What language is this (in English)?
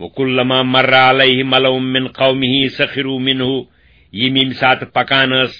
Kashmiri